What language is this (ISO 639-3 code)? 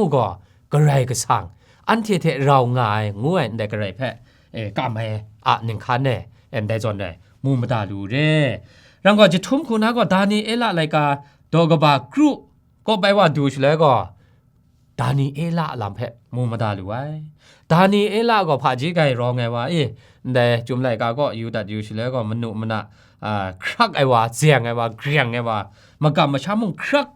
kac